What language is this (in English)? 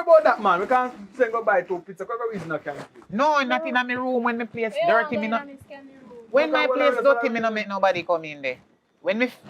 Jamaican Creole English